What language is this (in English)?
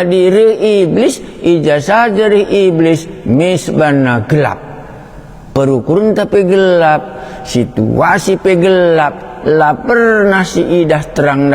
Batak Karo